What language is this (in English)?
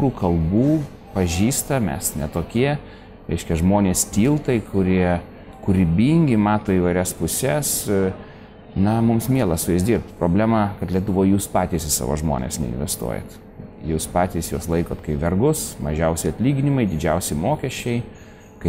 Lithuanian